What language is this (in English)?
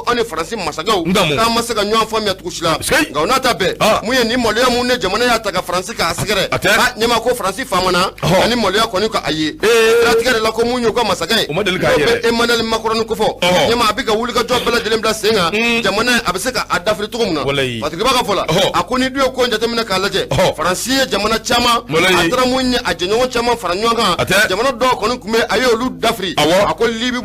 Bambara